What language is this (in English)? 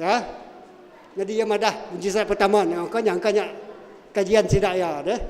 Iban